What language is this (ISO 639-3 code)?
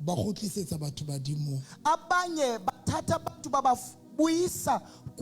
sot